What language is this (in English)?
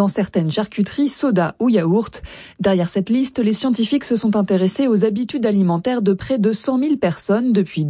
French